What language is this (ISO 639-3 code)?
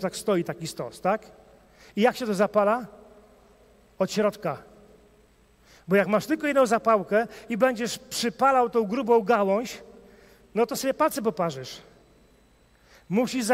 pol